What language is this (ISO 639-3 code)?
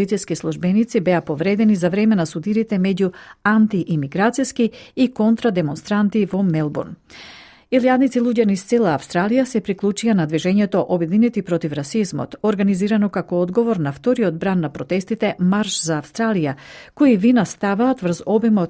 mkd